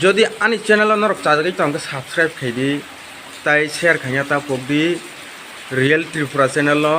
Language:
Kok Borok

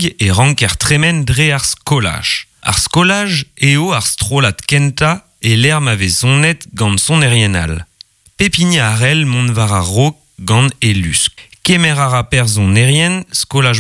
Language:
Breton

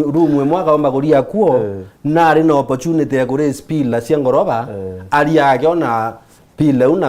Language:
Meru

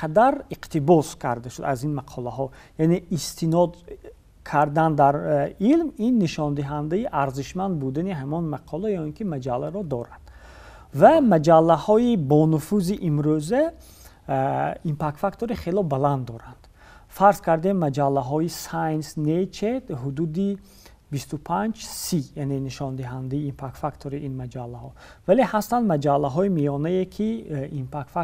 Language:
Tajik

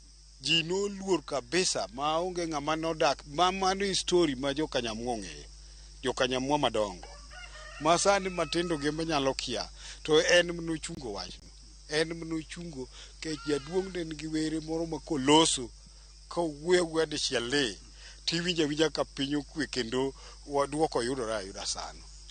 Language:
Luo (Kenya and Tanzania)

